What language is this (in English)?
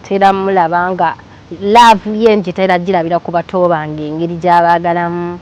Ganda